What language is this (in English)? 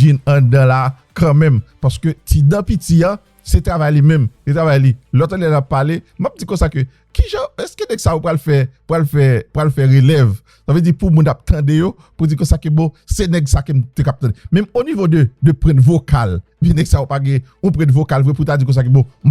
Haitian Creole